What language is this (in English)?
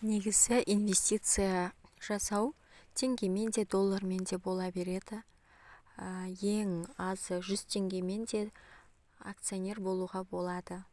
Kazakh